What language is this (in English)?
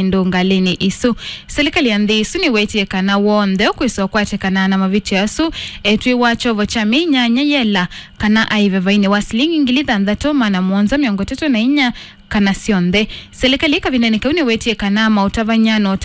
Kamba